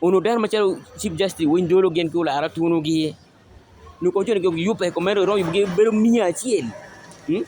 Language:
Acoli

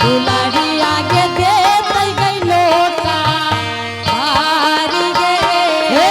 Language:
Angika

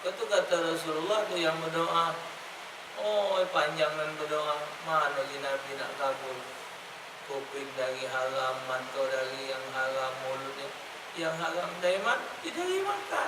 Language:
Musi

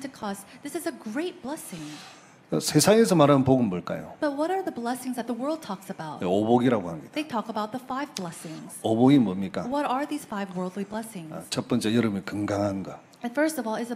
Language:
Korean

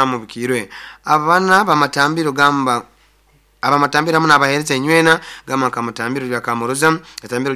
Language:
Nyoro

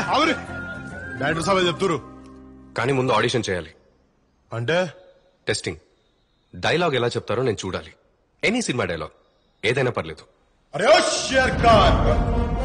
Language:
Telugu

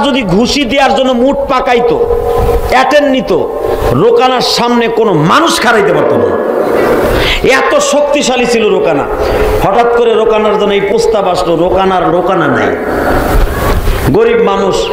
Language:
Bangla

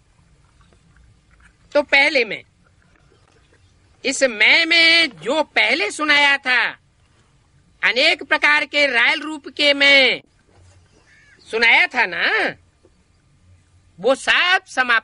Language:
Hindi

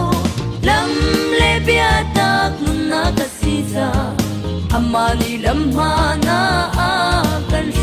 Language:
Hakha Chin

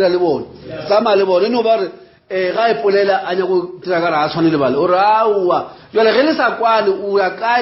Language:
Northern Sotho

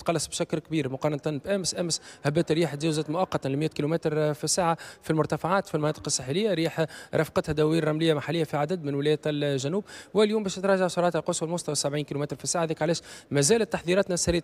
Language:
Tunisian Arabic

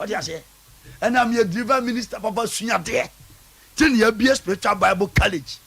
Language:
Akan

